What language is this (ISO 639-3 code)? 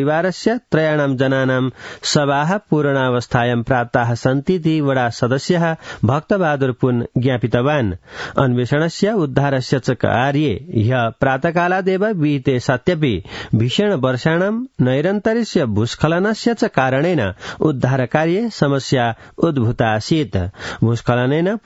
san